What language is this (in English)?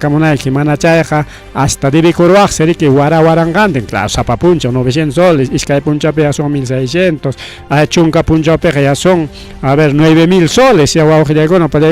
Ayacucho Quechua